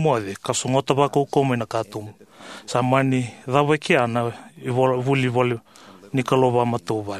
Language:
Fijian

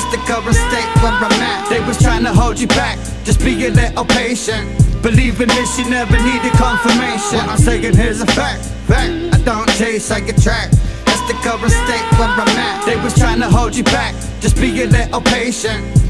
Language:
English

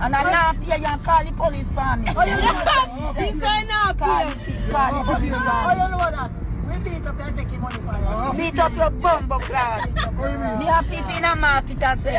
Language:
Jamaican Creole English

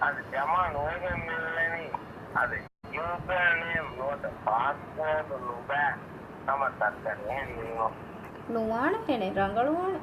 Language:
Divehi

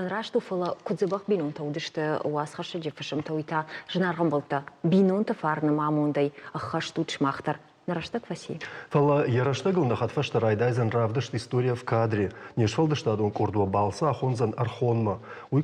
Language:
Ossetic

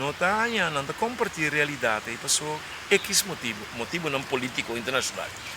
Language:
Papiamento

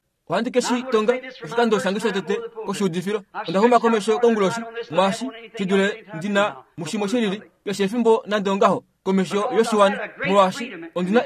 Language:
Kuanyama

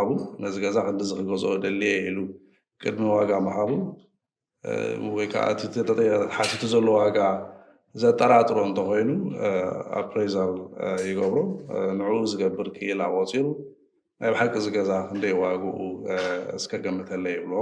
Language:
Tigrinya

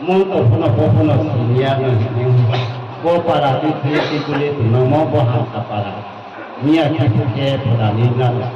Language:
Riang (India)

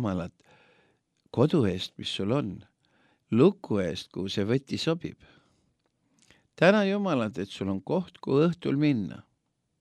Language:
Estonian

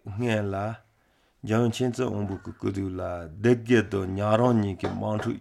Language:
Malagasy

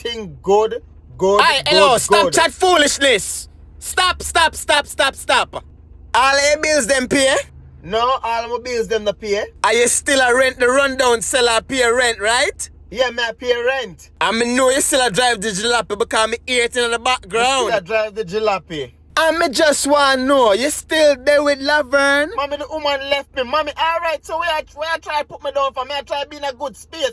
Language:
Jamaican Creole English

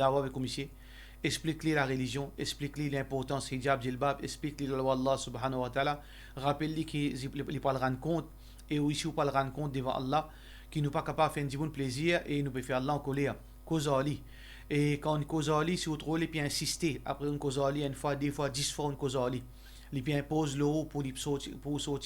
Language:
Morisyen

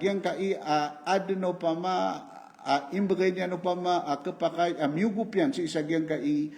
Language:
Maranao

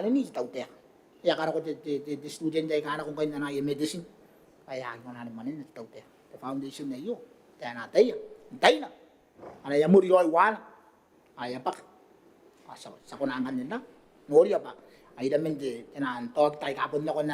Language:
Gilbertese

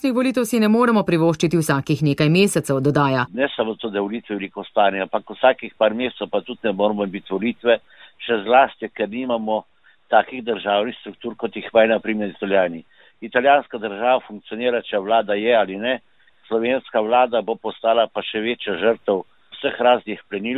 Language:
Slovenian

